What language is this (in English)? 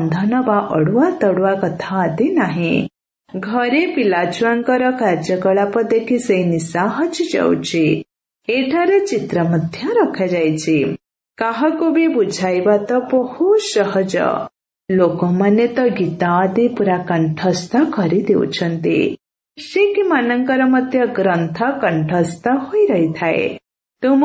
Odia